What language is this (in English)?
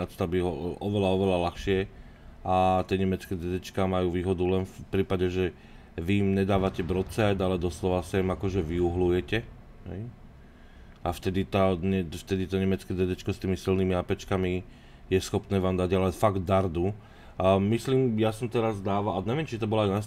Slovak